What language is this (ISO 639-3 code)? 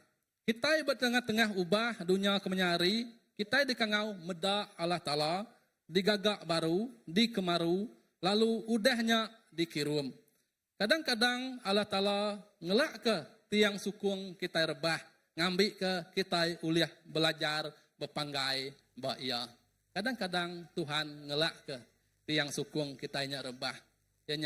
iba